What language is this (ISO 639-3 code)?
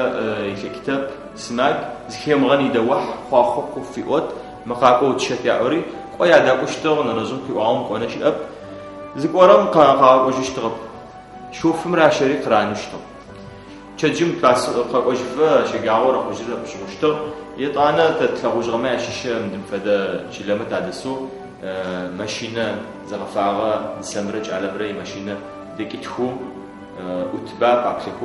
ady